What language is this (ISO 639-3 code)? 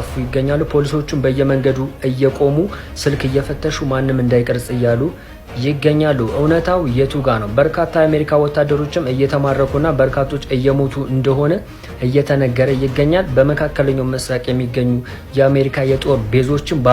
amh